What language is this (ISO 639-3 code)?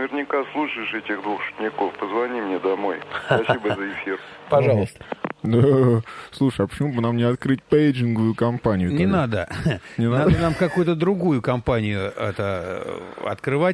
rus